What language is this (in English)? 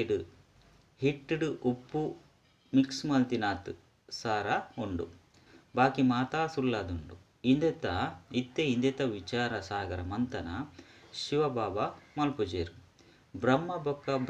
Tulu